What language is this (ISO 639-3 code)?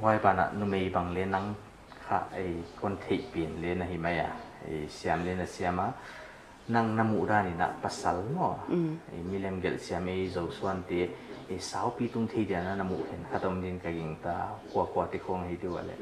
pck